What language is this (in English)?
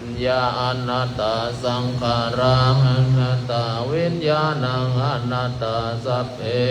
Pali